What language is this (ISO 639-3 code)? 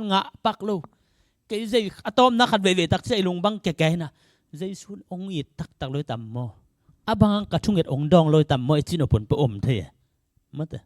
ctd